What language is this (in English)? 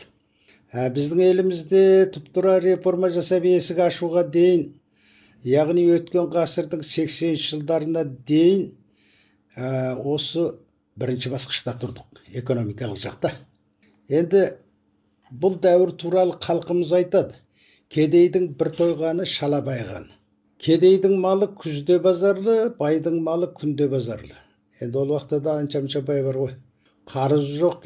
Kazakh